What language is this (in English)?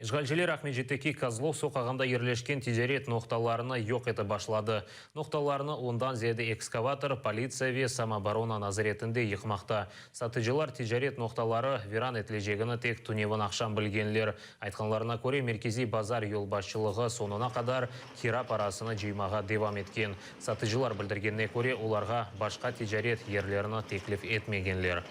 Crimean Tatar